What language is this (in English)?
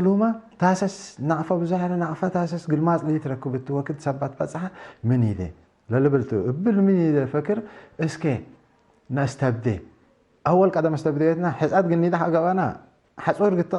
Tigre